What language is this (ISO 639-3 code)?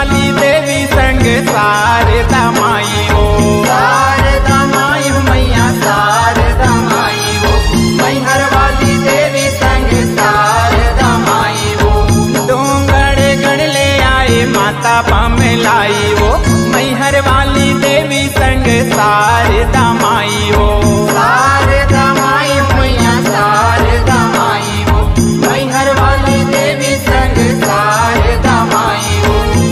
hne